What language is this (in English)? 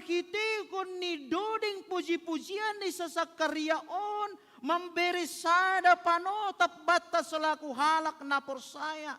Batak Simalungun